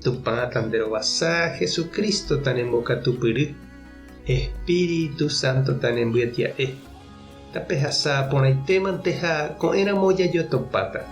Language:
Guarani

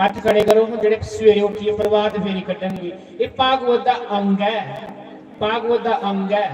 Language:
Dogri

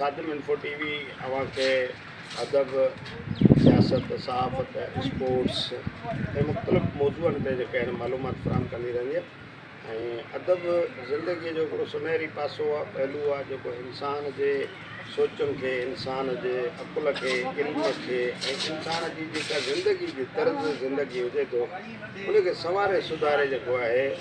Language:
Sindhi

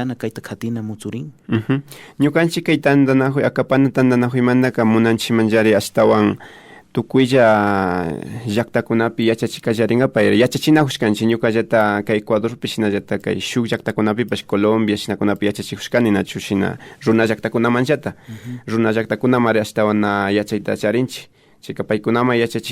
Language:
Imbabura Highland Quichua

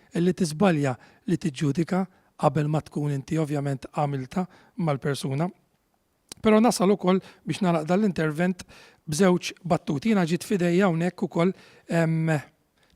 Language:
Maltese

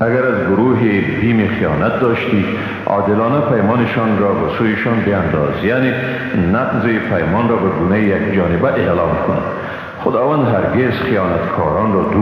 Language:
Persian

